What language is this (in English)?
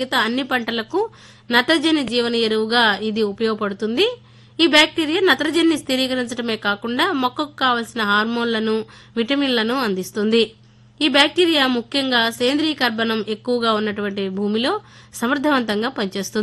Telugu